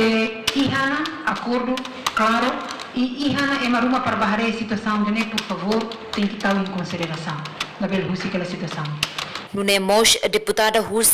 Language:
Tetum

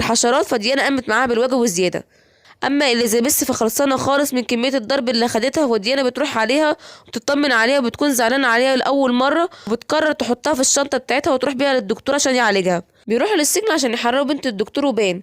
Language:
Egyptian Arabic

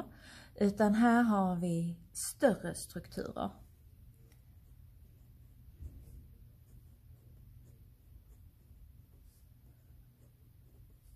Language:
Swedish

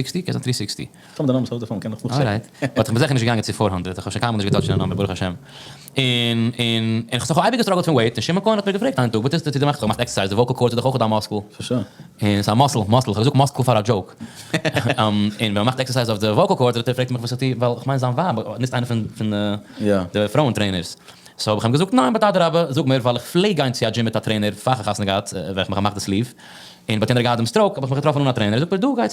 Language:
Yiddish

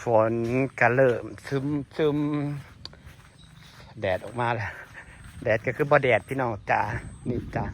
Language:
Northeastern Thai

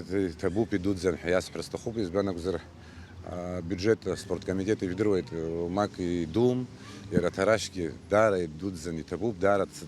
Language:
Abkhazian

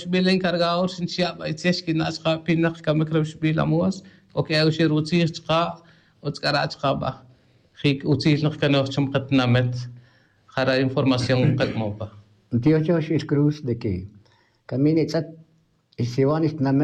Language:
Tz'utujil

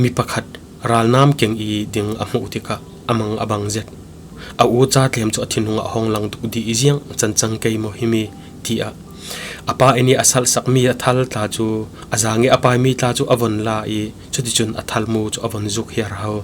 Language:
Falam Chin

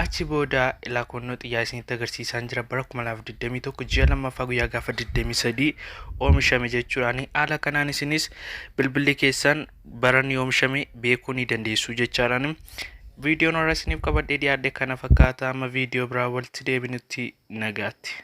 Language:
Oromo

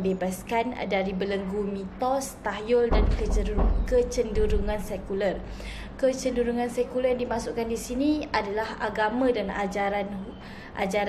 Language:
Malay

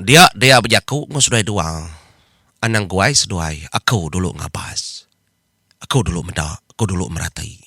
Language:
Iban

